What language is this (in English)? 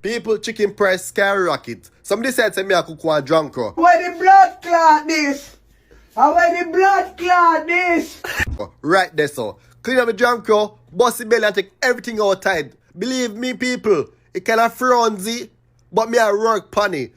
Jamaican Creole English